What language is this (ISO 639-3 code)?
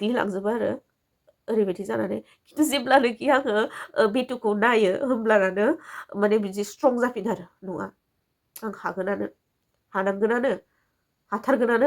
brx